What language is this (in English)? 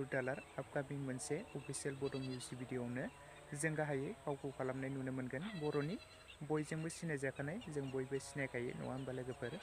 Bodo